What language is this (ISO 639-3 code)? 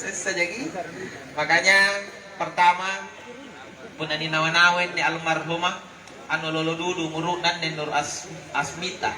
mak